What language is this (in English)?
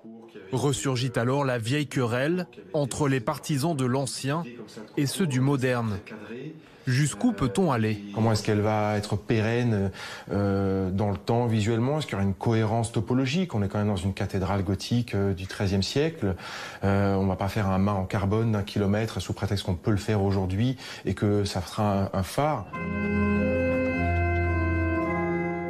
French